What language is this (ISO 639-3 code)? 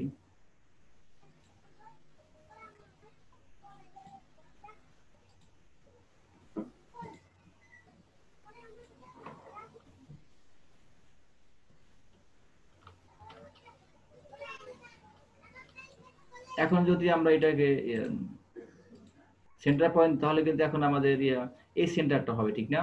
ben